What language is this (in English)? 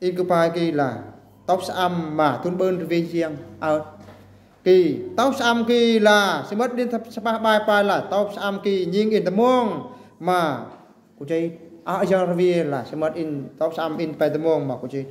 Eastern Bru